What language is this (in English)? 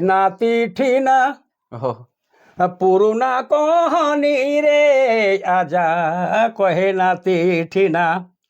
Sadri